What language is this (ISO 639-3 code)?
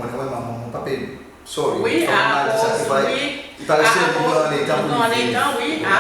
crs